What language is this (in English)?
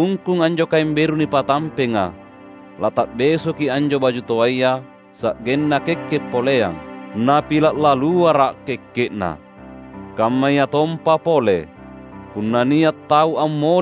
Makasar